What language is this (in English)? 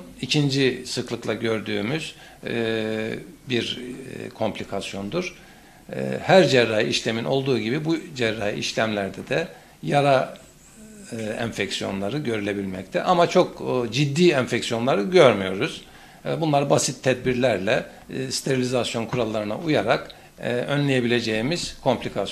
Turkish